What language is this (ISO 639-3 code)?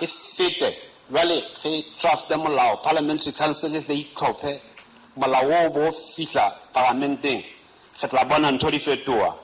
sot